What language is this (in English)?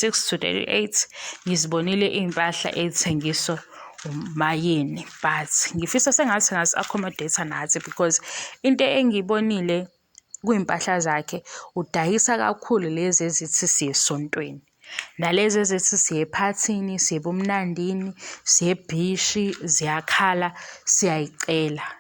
Zulu